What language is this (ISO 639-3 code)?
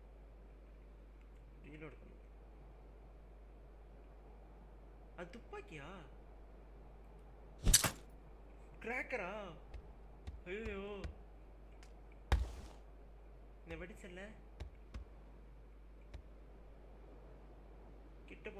tam